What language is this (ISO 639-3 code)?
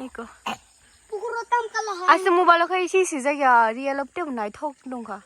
trp